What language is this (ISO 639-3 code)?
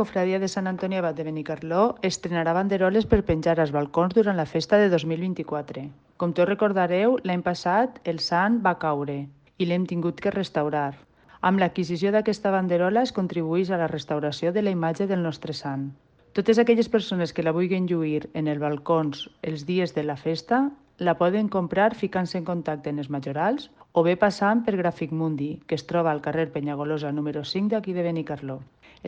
cat